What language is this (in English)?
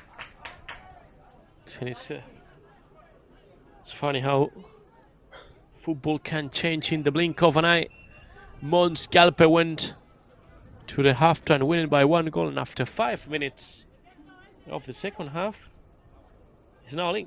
English